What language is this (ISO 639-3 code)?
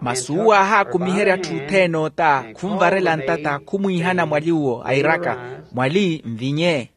vmw